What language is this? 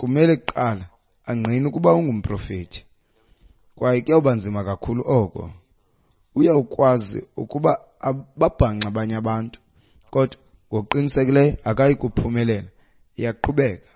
Xhosa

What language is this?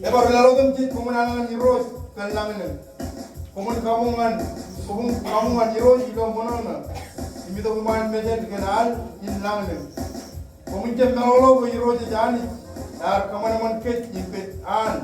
Marshallese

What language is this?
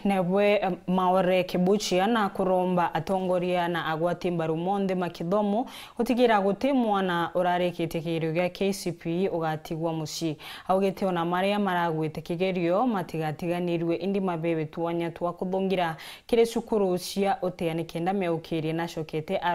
Meru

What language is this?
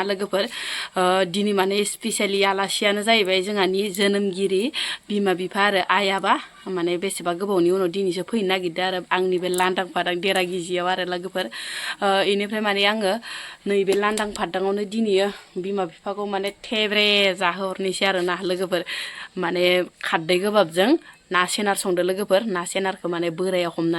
Bodo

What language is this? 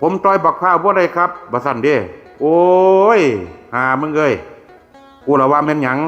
Northeastern Thai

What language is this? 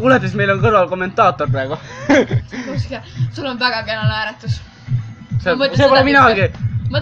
Estonian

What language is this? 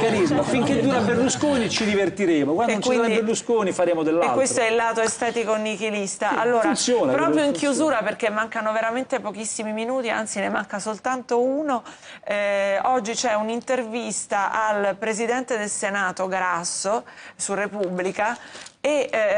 Italian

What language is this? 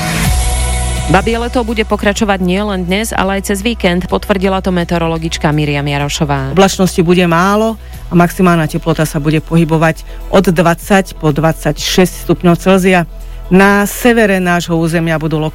Slovak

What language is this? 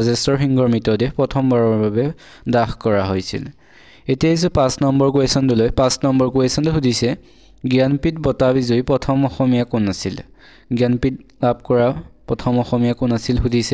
Assamese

